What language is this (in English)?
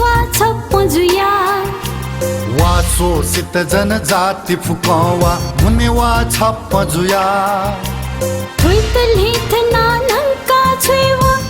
Newari